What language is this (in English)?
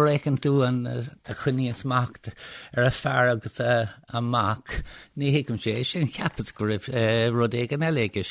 Irish